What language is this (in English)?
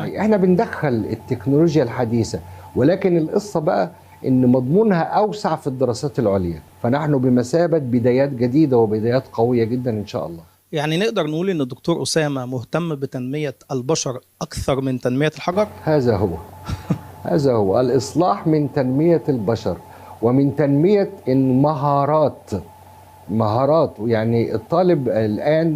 Egyptian Arabic